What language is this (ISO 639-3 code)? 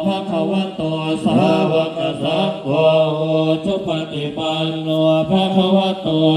pli